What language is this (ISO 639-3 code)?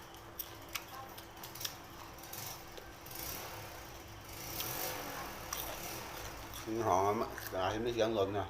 lao